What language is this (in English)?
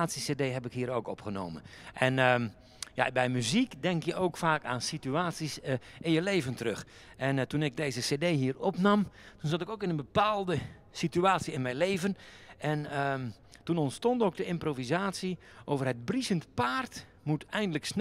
Dutch